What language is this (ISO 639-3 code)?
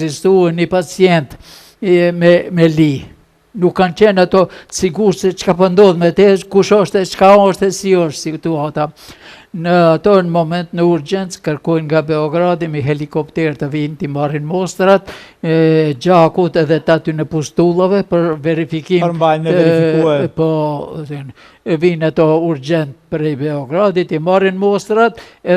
sqi